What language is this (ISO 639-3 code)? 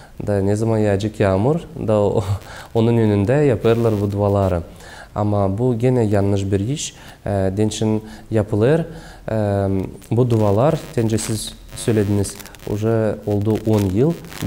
gag